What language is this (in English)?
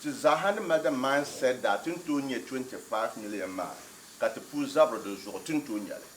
Dagbani